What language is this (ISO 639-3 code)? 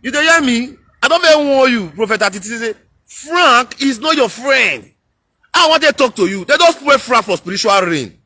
pcm